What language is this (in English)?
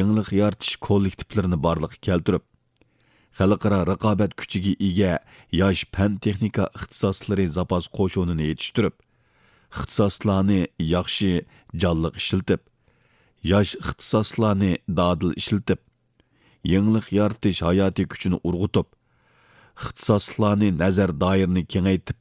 Uyghur